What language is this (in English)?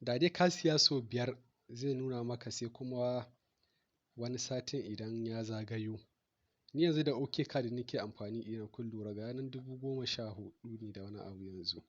Hausa